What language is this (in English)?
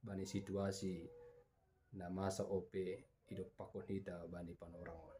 Batak Simalungun